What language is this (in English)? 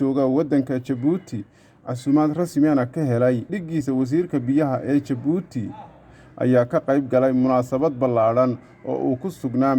Somali